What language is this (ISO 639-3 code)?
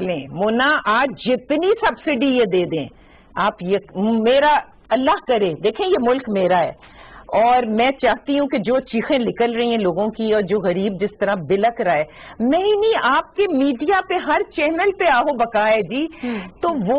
urd